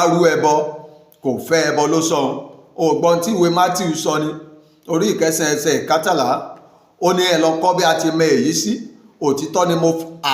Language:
Yoruba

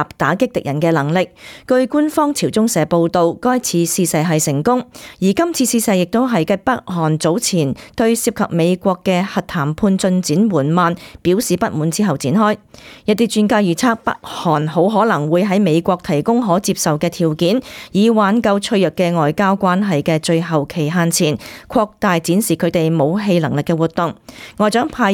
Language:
Cantonese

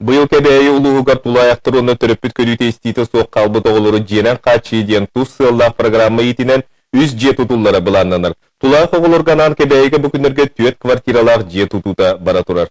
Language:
Yakut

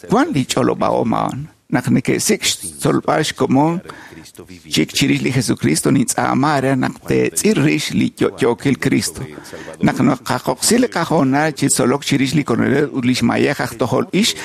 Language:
Kekchí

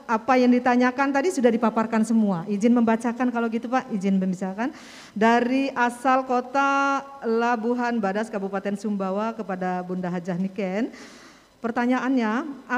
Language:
Indonesian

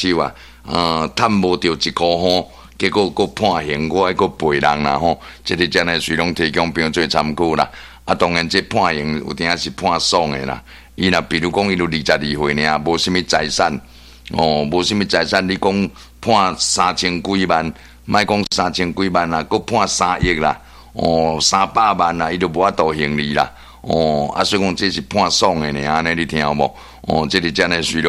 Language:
Min Nan Chinese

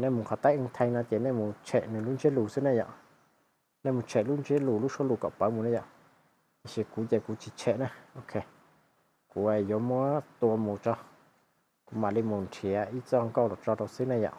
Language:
Hmong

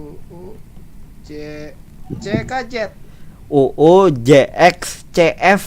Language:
Banjar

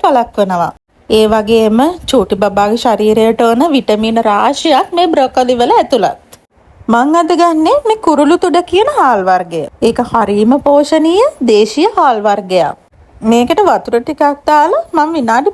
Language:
Sinhala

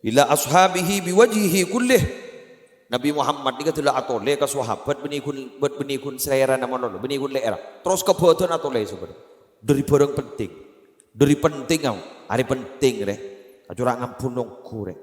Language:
Madurese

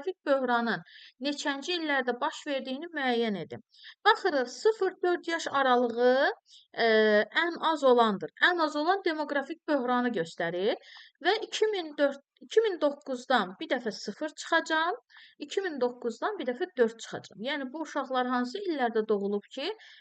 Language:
Azerbaijani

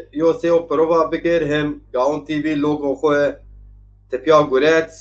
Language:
Zaza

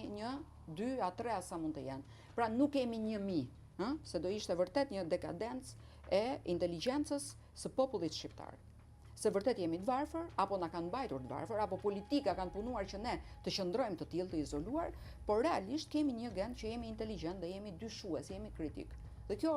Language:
Albanian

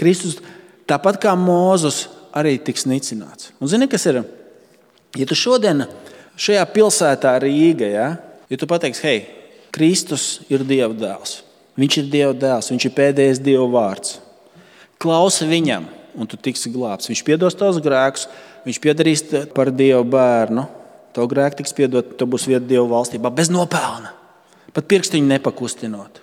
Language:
Latvian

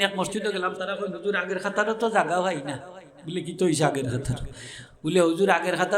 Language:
Sylheti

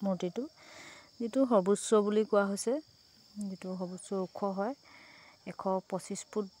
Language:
Assamese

